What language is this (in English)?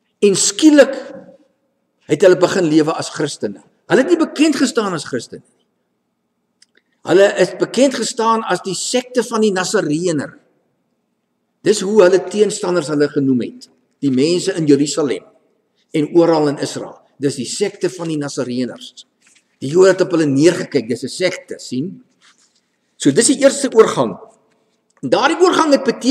Afrikaans